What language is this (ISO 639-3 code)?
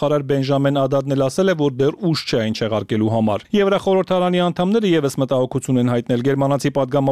hye